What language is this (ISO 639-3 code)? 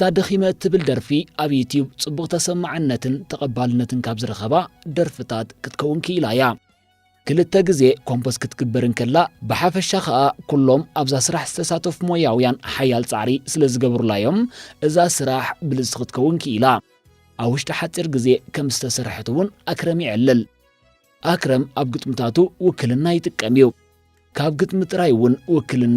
tir